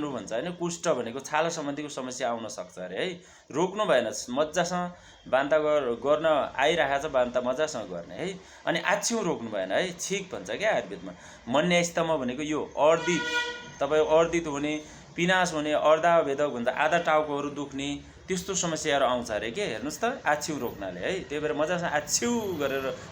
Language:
Nepali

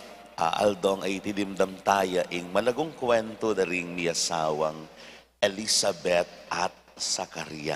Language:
Pampanga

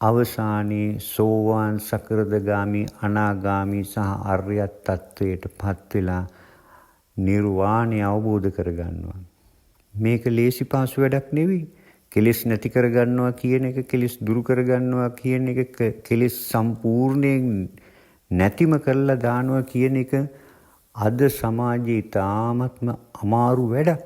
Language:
Sinhala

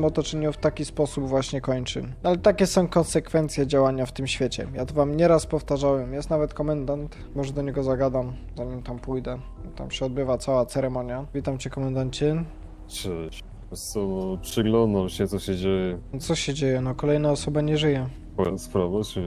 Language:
Polish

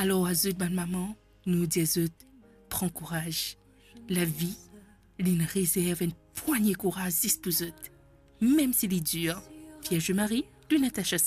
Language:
Morisyen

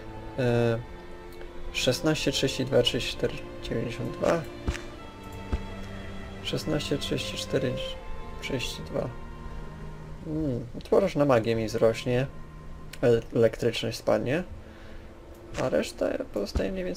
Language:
Polish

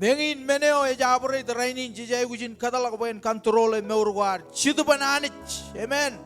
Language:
Marshallese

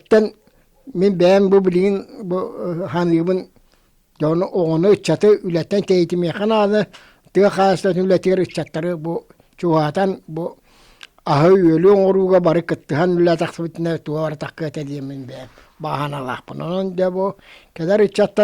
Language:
Yakut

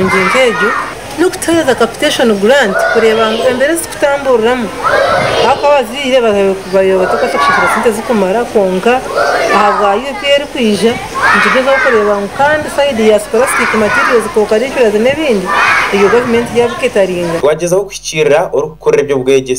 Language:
Nyankole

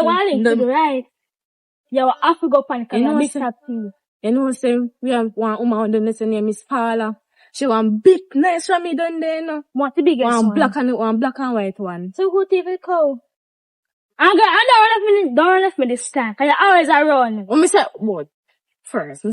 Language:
Jamaican Creole English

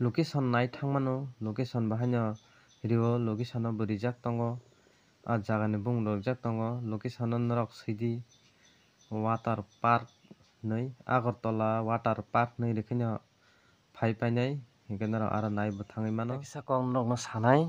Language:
Kok Borok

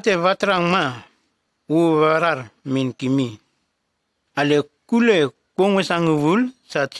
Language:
Nume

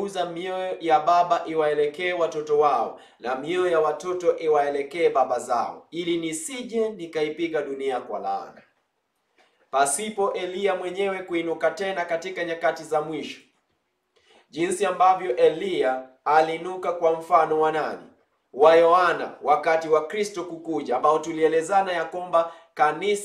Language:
Swahili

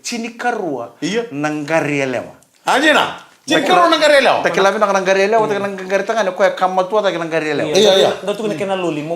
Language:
Fijian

